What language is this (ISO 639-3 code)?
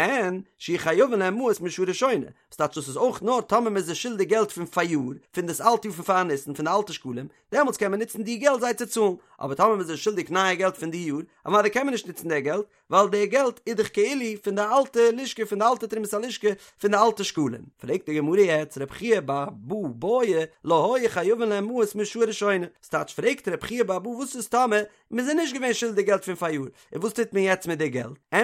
yid